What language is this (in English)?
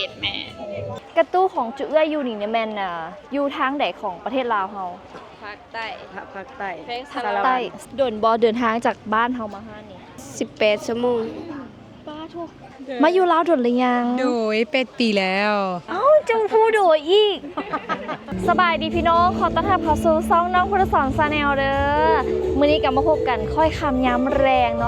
Lao